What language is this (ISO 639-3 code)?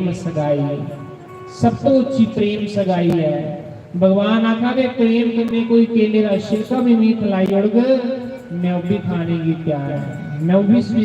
doi